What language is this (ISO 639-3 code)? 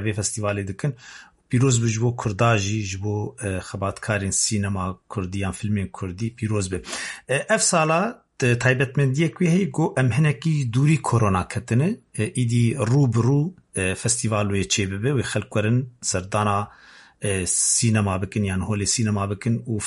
kur